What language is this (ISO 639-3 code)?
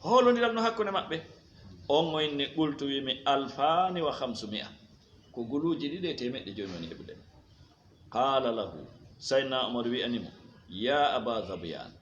ful